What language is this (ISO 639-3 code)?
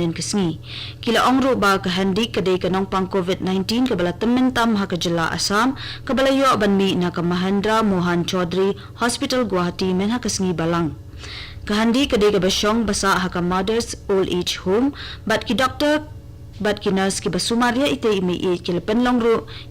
kha